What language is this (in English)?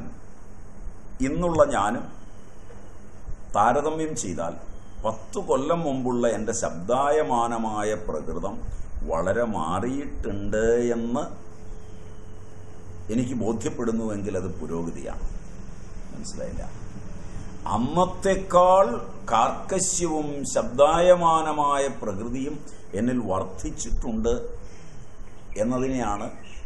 Malayalam